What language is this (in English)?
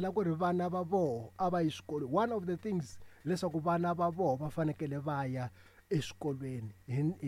Tsonga